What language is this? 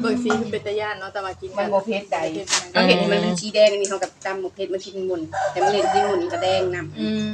Northeastern Thai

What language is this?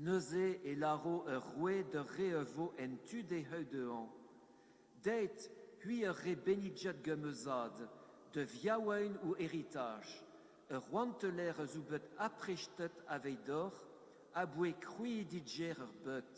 Breton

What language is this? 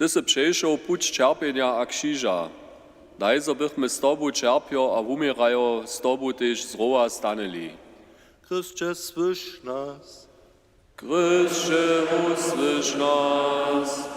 Upper Sorbian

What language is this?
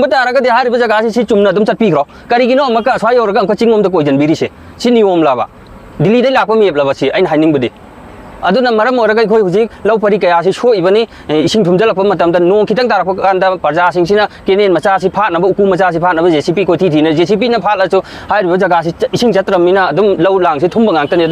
Manipuri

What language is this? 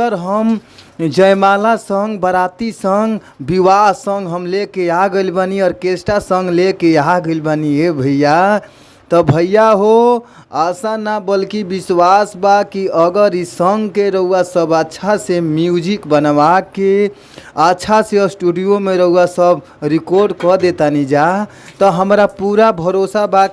Bhojpuri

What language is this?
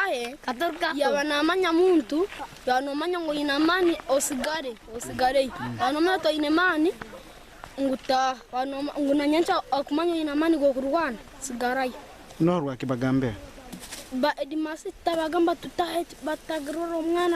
Nyankole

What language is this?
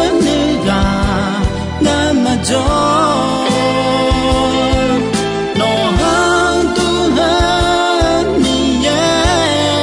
Akha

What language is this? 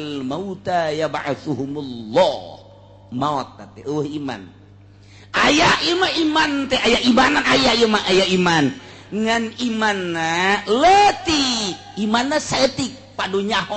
Sundanese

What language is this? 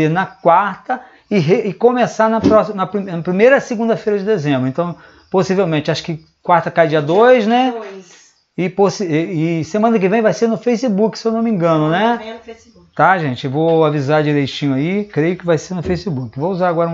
Portuguese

